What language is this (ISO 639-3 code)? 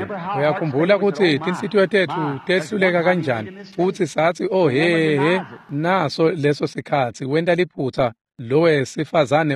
ssw